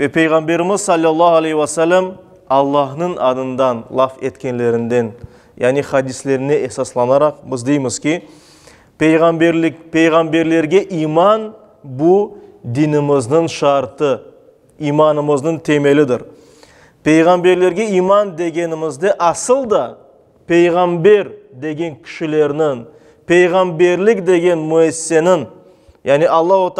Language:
Crimean Tatar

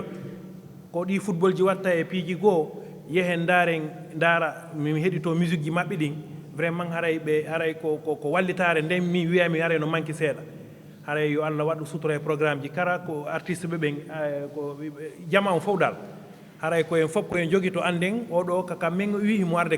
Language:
Fula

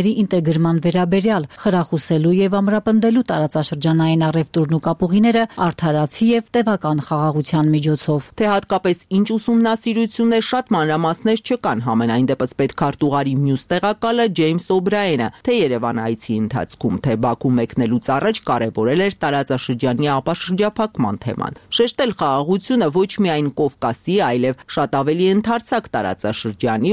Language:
Armenian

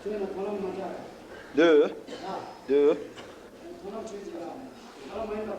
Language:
Tibetan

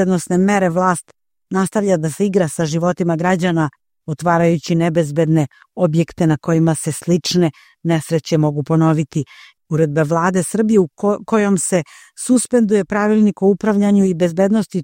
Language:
Serbian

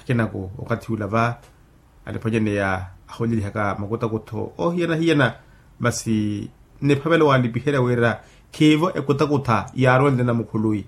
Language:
Makhuwa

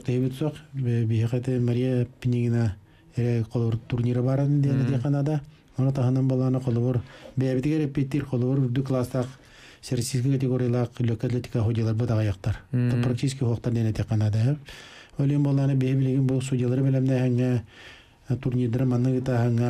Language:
Yakut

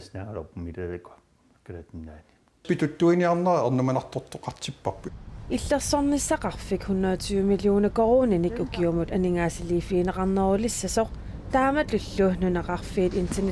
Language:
Kalaallisut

